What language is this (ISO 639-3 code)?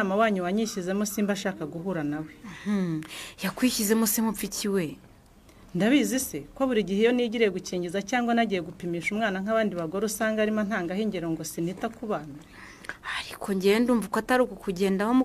kin